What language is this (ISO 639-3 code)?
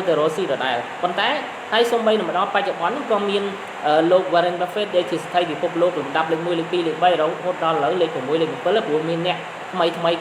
khm